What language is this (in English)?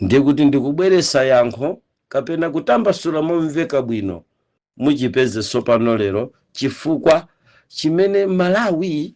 Nyanja